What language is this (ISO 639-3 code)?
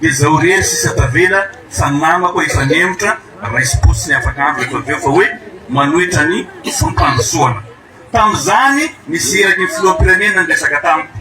mlg